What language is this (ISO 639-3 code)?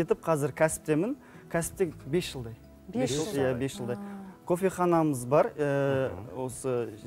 kaz